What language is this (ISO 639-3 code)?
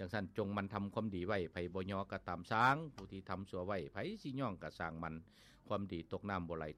lao